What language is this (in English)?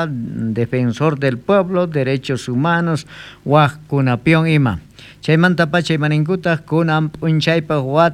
South Bolivian Quechua